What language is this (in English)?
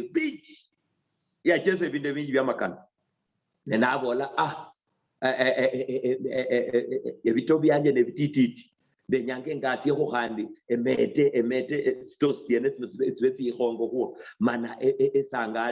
Luyia